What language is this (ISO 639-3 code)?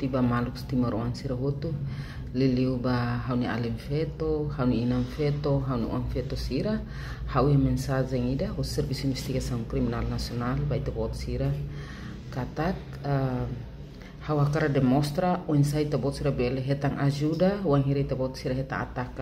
tet